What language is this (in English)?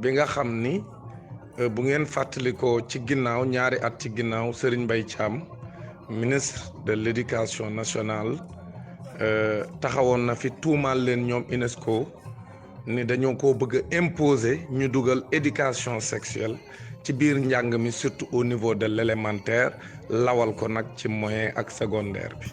Wolof